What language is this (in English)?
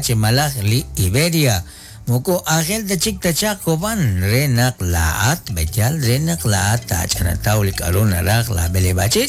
Kekchí